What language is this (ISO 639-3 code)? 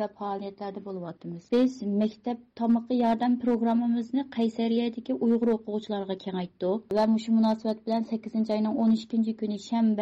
uig